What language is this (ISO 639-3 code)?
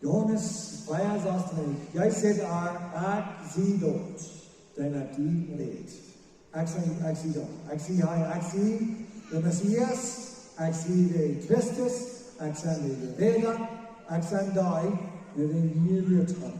pdt